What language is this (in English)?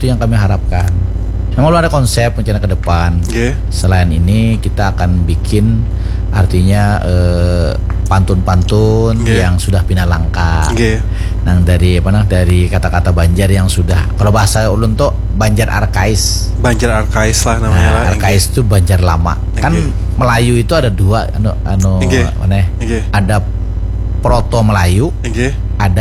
Banjar